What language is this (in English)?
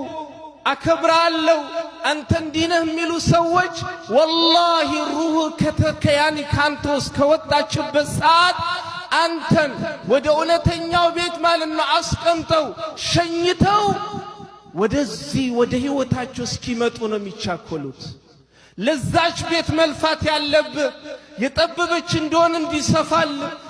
Amharic